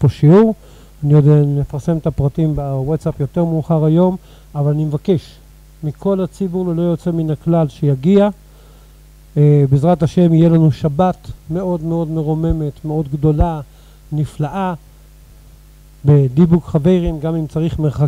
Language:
Hebrew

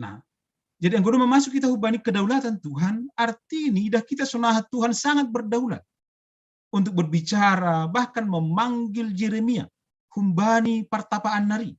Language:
Batak Simalungun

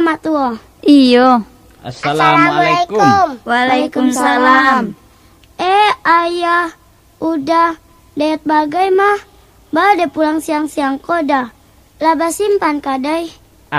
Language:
Minangkabau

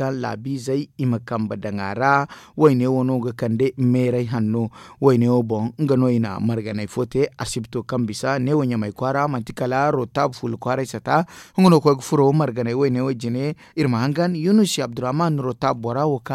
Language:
Zarma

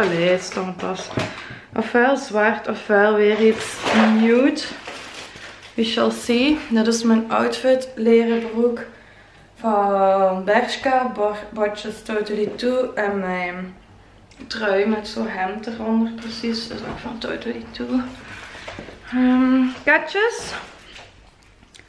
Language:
Dutch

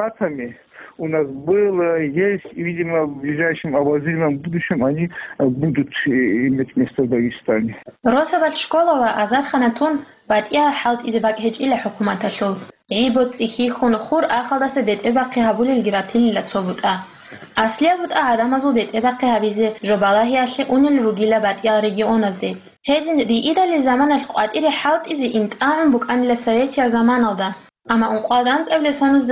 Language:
Avaric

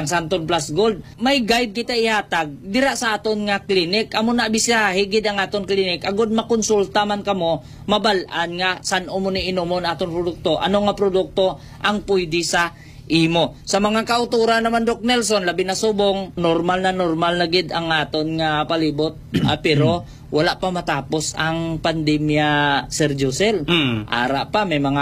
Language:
Hiligaynon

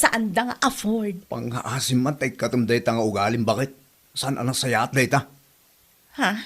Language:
Iloko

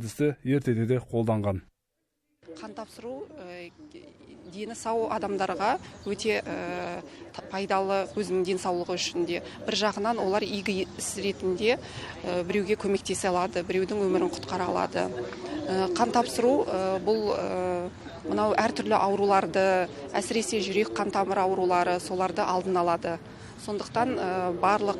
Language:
Kazakh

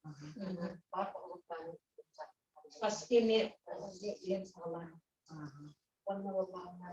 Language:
Yakut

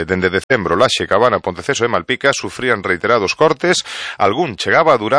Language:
Galician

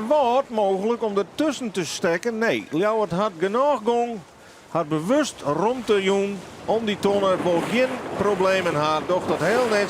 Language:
Western Frisian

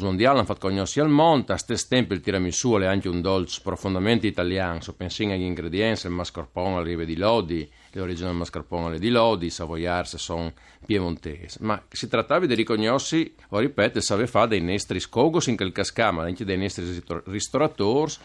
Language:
Friulian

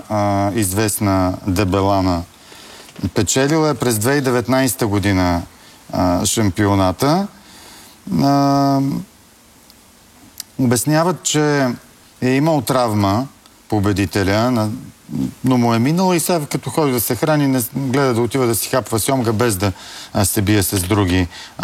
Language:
Bulgarian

